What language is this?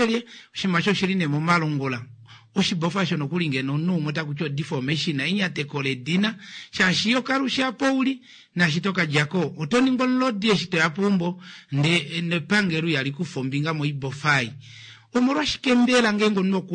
Kuanyama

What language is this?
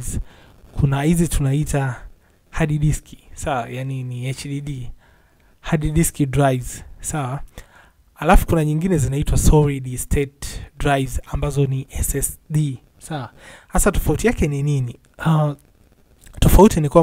Swahili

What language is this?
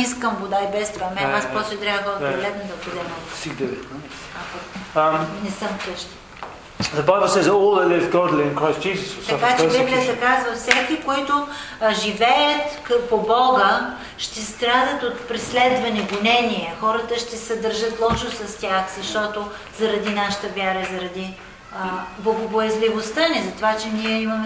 Bulgarian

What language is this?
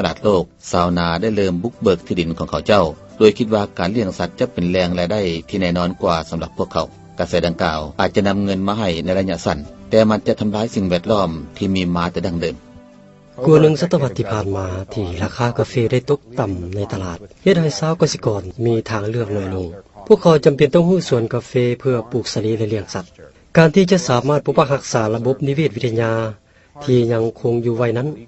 Lao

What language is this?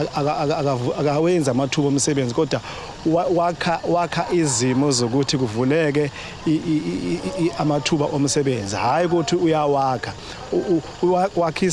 Zulu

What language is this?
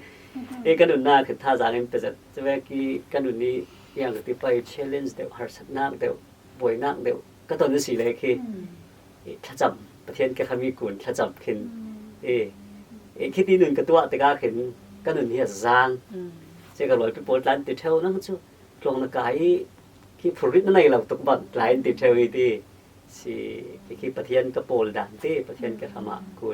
Falam Chin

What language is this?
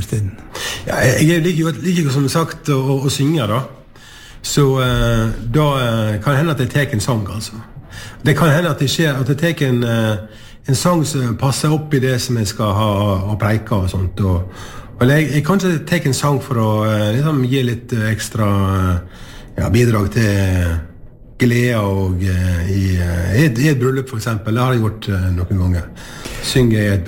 Norwegian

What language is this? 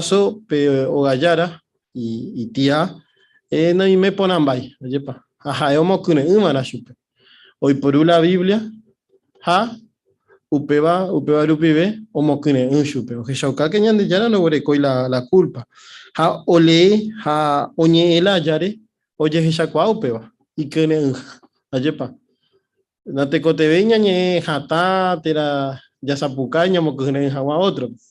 Guarani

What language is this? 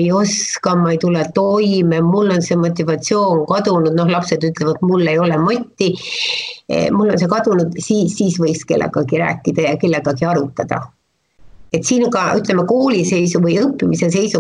Estonian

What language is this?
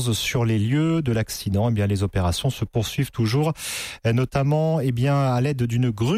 French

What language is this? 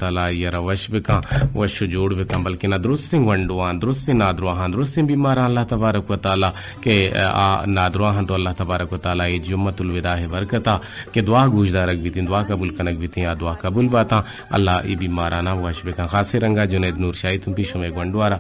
Eastern Balochi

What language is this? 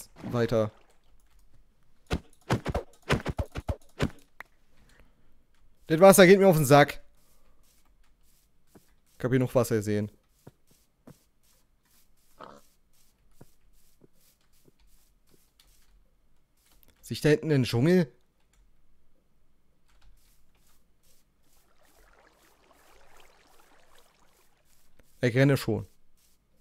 German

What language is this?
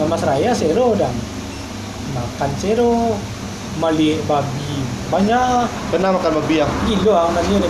Minangkabau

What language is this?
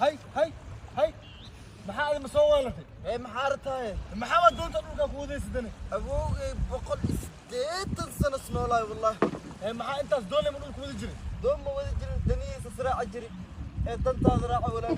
Somali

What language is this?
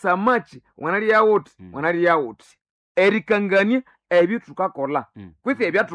Nande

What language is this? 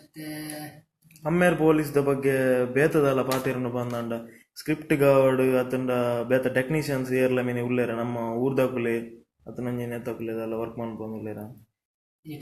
Tulu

